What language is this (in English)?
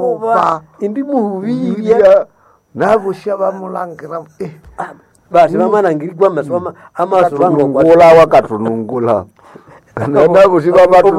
Nande